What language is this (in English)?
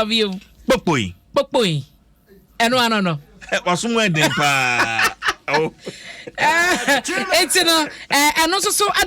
Akan